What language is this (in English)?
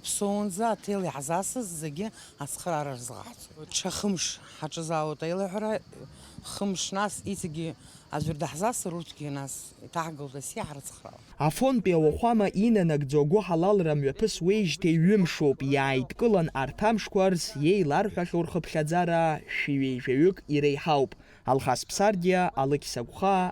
Abkhazian